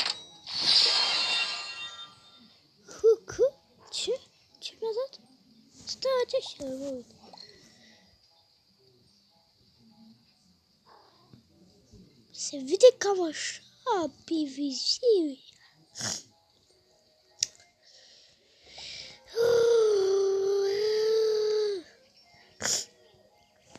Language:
Romanian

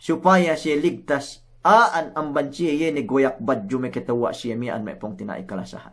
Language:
Yakan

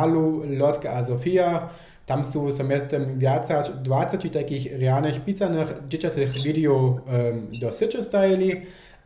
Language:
Upper Sorbian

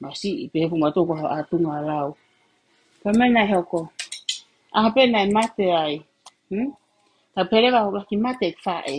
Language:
Tongan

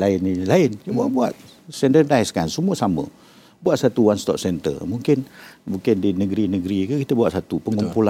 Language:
Malay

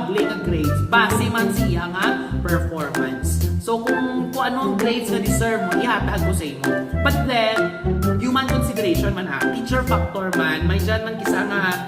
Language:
Hiligaynon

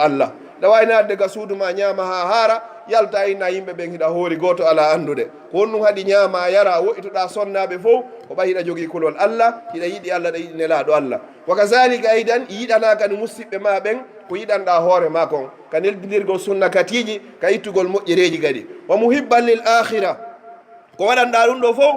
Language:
Pular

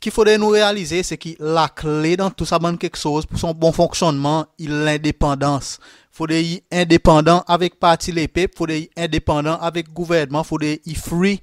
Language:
Seselwa Creole French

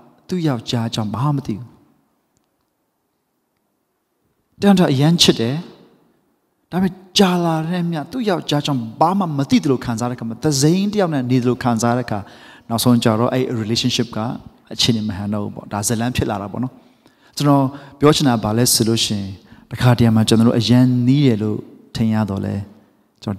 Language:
Burmese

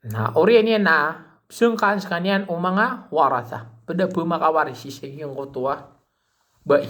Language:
Maranao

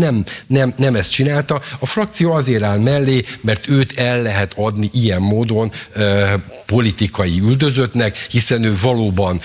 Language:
Hungarian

